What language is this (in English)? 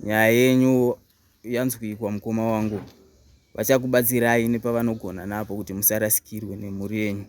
Shona